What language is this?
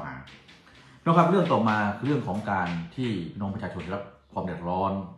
Thai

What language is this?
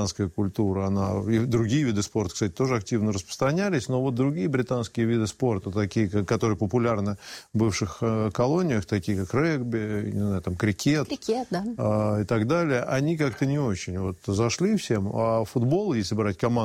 Russian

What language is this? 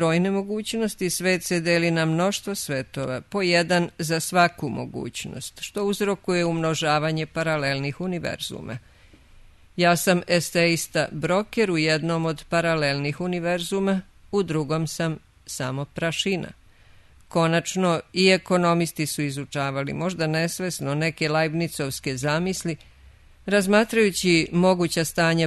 Serbian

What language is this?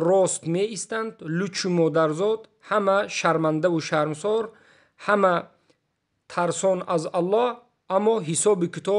Tajik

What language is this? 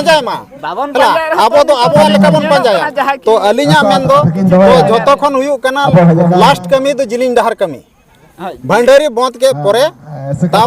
Santali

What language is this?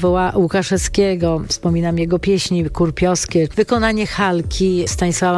Polish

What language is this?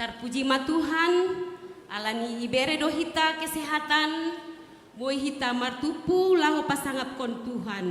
Batak Simalungun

